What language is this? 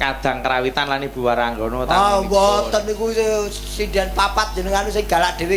Javanese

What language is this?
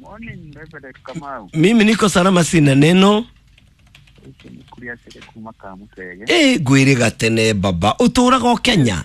Kikuyu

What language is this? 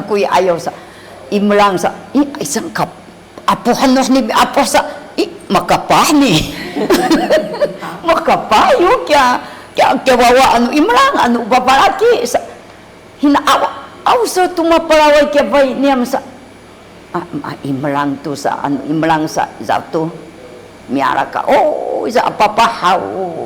Sakizaya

